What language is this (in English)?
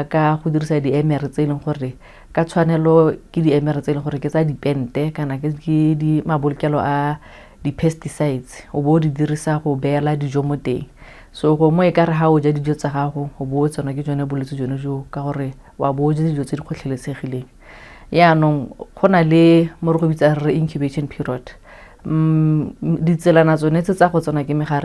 Tswana